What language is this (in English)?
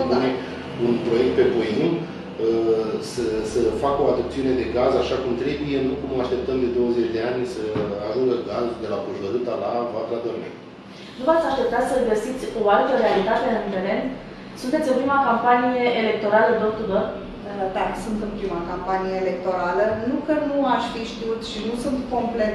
Romanian